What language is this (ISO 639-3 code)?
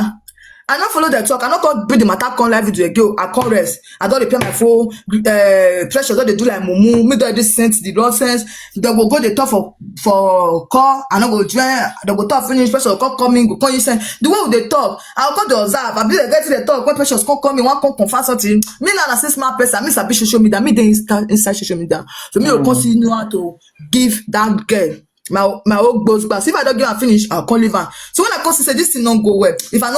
pcm